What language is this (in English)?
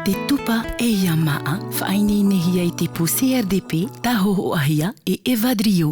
Tahitian